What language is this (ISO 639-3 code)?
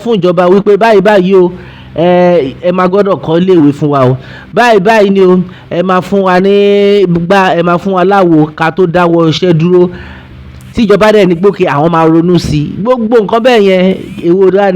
yor